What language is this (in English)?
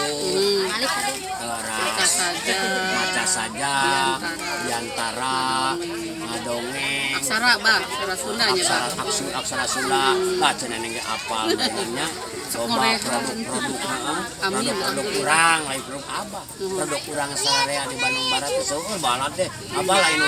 Sundanese